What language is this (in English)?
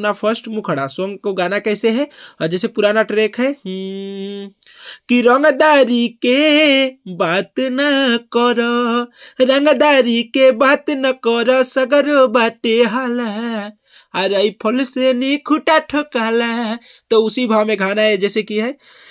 Bhojpuri